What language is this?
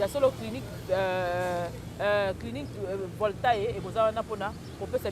Lingala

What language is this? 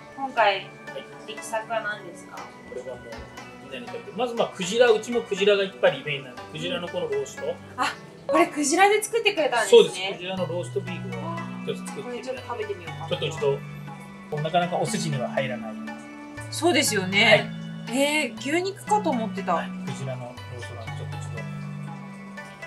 Japanese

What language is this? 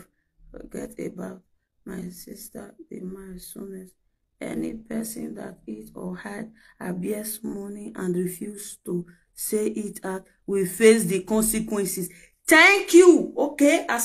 Nigerian Pidgin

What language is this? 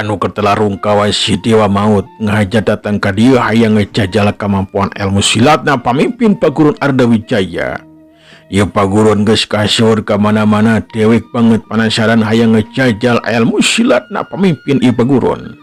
Sundanese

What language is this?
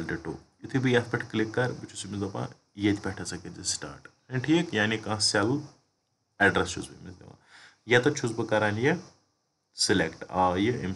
Kashmiri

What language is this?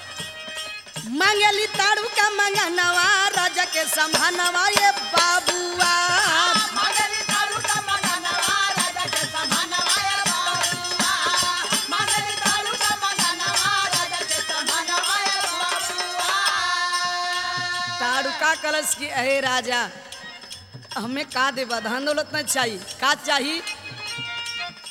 Bhojpuri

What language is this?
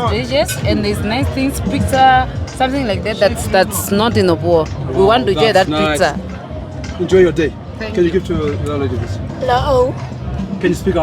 Herero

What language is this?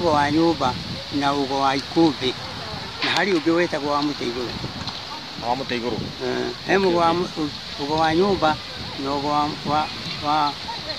Kikuyu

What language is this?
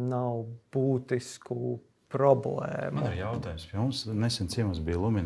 Latvian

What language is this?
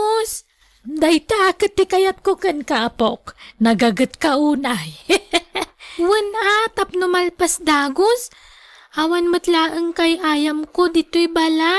Iloko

